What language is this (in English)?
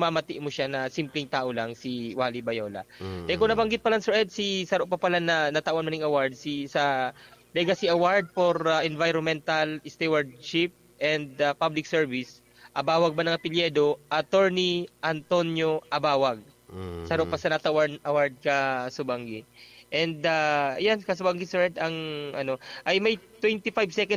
Bikol